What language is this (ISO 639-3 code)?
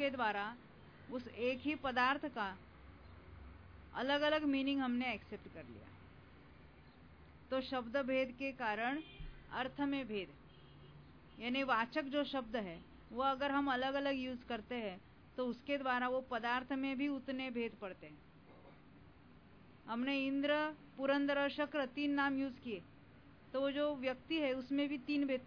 hin